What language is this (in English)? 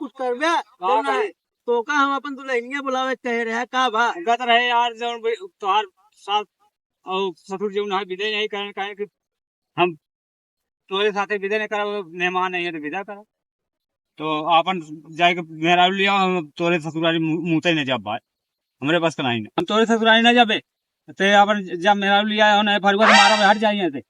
Awadhi